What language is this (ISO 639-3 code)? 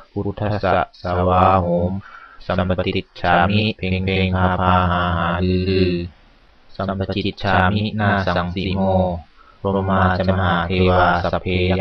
pli